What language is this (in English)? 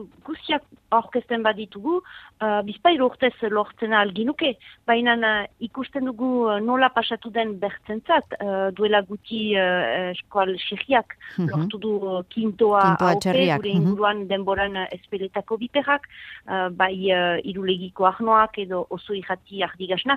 Basque